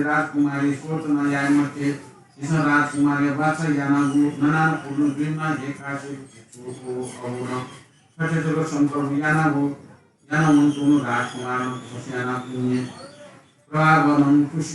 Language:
Newari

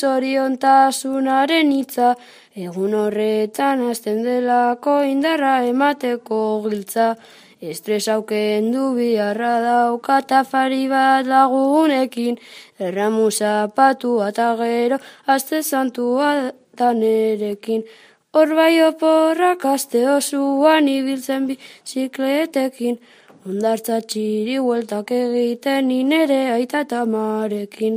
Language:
Basque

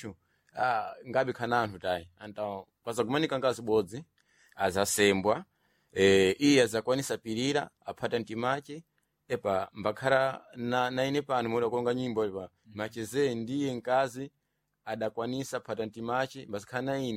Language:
Sena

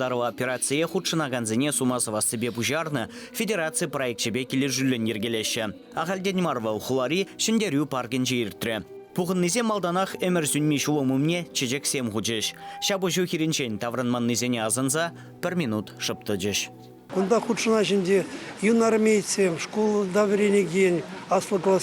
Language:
Chuvash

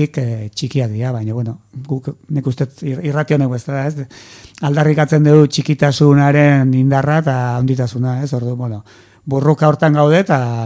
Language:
Basque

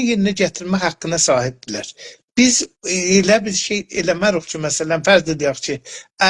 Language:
South Azerbaijani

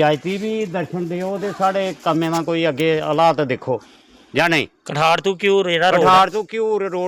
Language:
Dogri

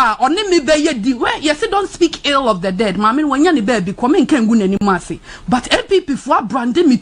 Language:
Akan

